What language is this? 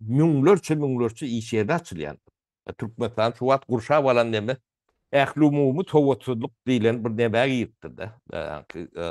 Turkmen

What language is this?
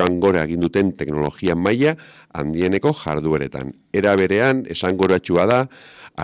Basque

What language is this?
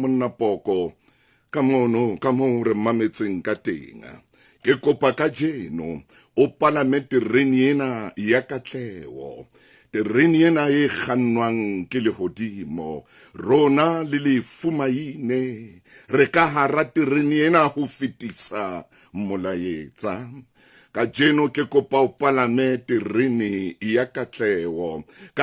Southern Sotho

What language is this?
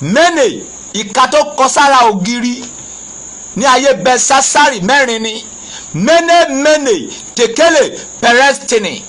Yoruba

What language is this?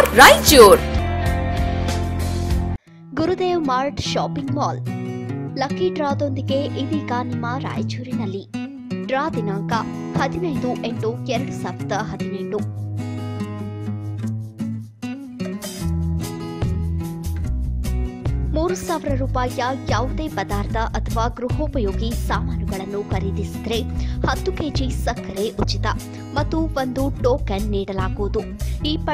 Kannada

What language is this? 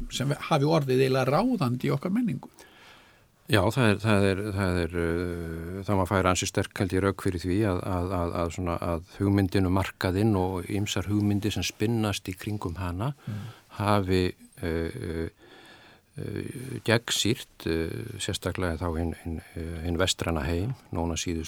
Icelandic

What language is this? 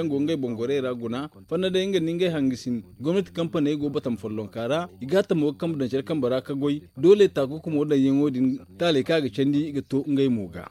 Zarma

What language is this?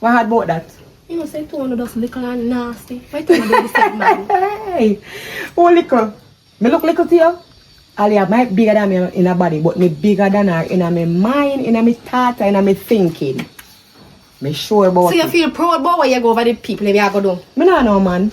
Jamaican Creole English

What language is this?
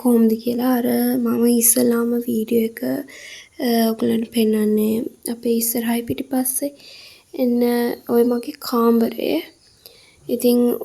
Sinhala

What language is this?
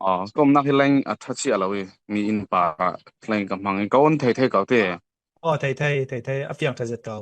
Falam Chin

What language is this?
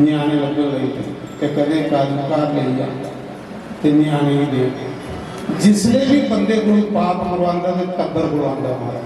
Dogri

